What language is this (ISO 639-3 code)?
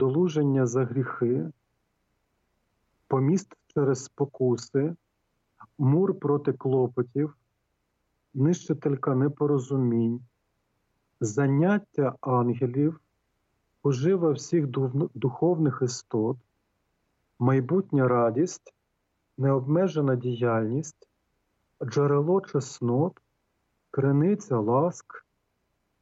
ukr